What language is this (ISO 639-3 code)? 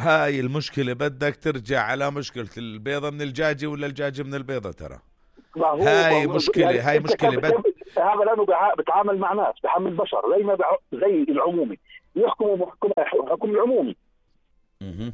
apc